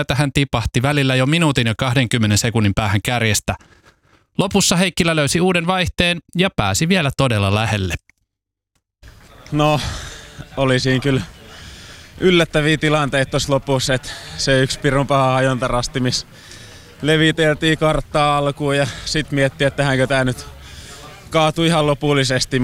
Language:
Finnish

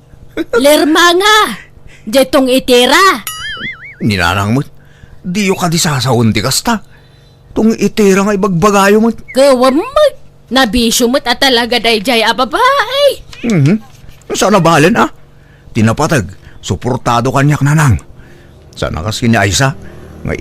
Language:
Iloko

